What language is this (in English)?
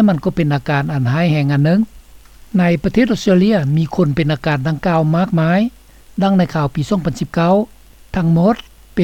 Lao